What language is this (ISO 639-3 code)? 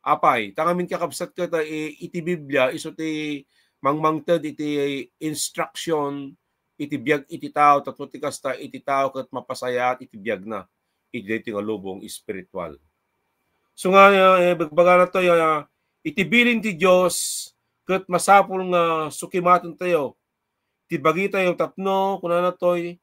ilo